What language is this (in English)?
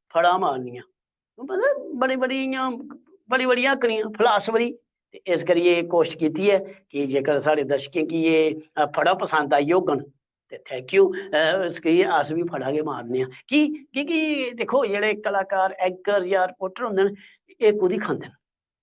Dogri